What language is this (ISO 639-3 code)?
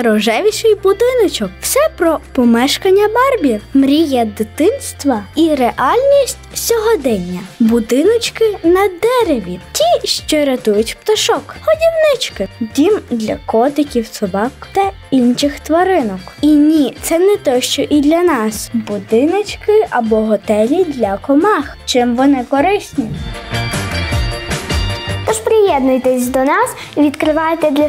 ukr